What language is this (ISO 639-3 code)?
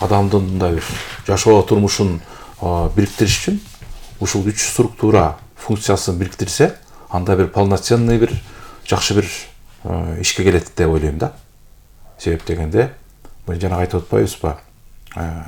kir